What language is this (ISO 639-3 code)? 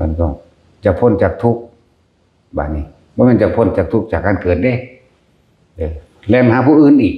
tts